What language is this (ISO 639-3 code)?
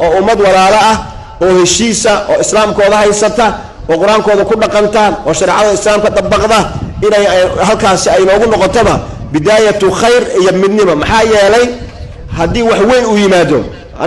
som